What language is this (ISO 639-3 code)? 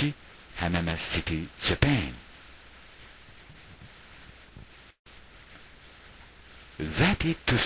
jpn